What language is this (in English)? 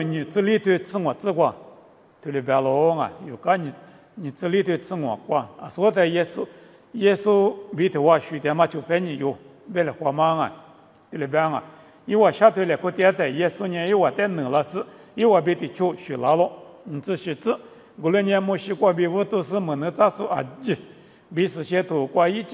Lisu